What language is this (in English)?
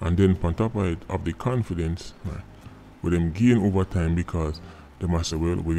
Jamaican Creole English